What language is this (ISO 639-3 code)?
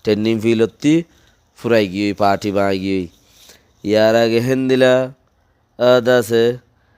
rhg